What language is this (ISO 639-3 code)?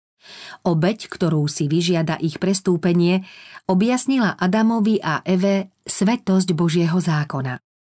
slk